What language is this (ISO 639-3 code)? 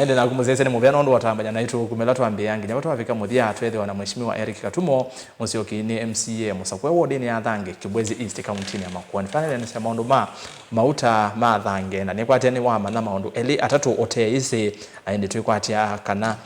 kam